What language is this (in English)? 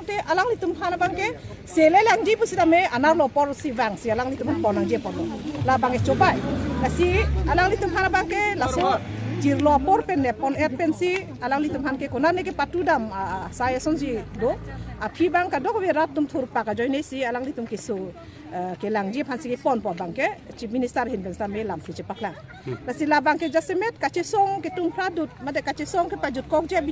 Karbi